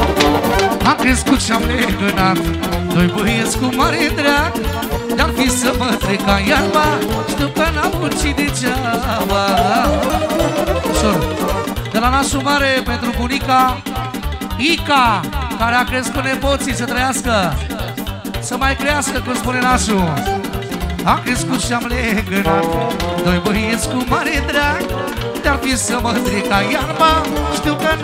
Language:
Romanian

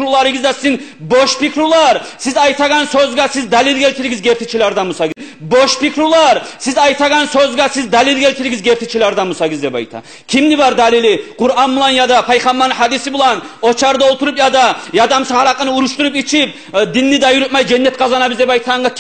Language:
Kumyk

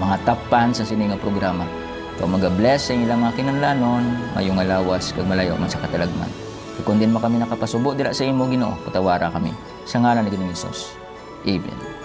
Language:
Hiligaynon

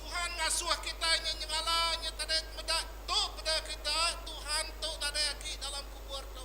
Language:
Iban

